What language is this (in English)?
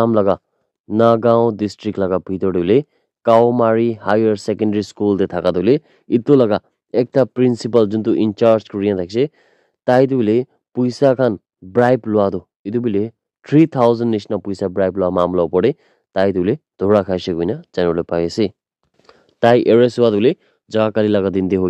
Naga Pidgin